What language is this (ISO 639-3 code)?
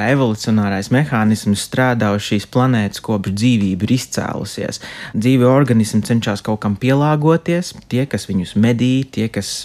lav